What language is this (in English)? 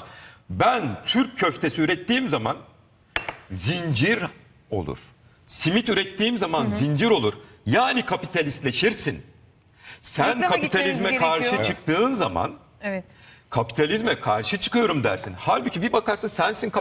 Turkish